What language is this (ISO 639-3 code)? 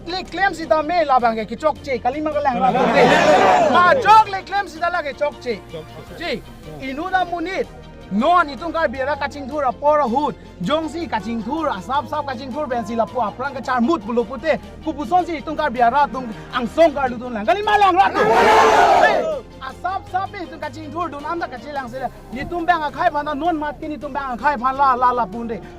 mjw